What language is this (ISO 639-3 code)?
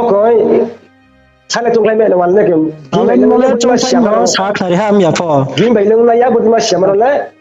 ria